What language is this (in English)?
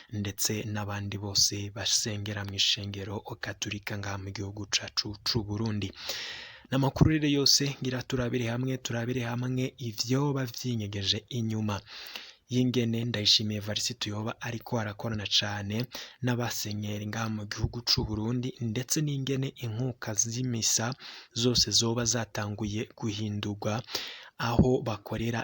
Rundi